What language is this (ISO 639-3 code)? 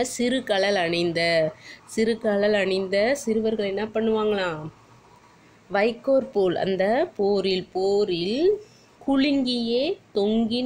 tam